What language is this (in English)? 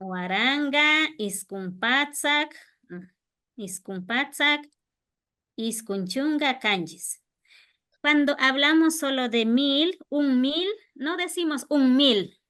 Imbabura Highland Quichua